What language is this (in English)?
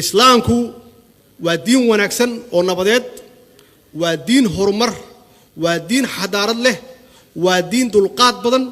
Somali